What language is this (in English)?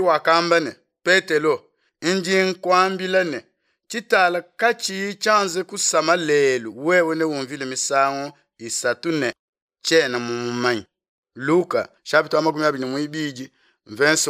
Luba-Lulua